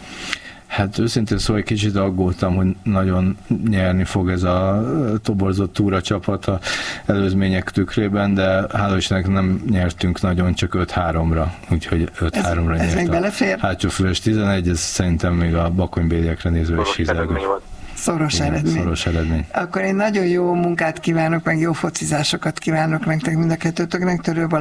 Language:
Hungarian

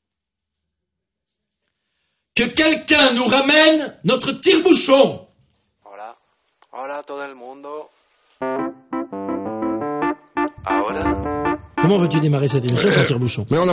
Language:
French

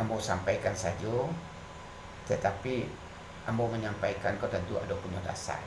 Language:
Minangkabau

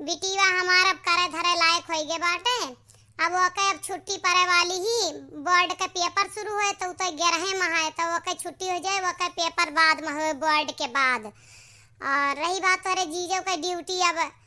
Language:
Awadhi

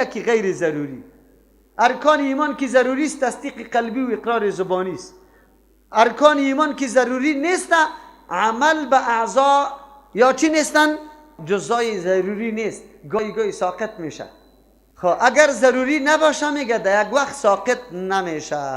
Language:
Persian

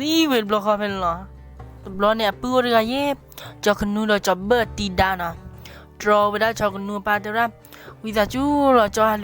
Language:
S'gaw Karen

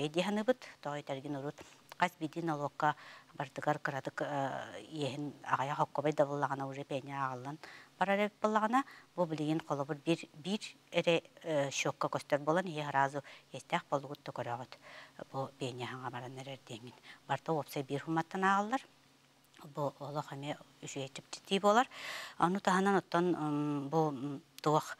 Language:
Yakut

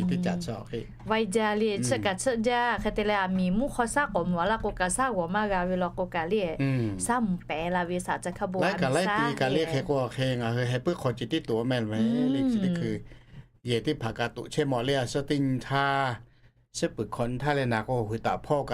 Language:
Lahu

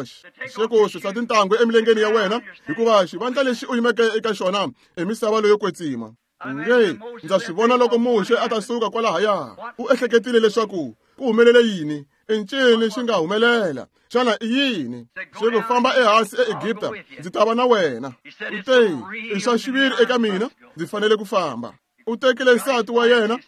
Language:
Tsonga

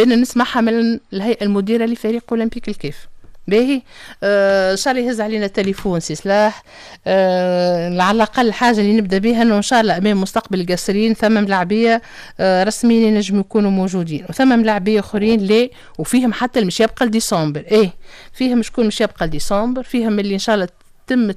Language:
Tunisian Arabic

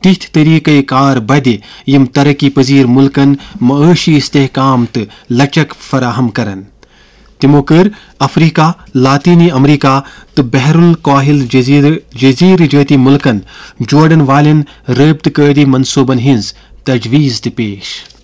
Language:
Kashmiri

